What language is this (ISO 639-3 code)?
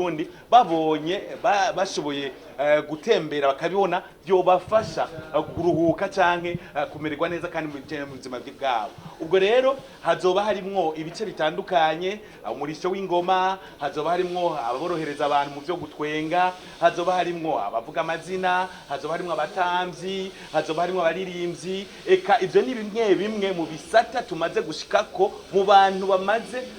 run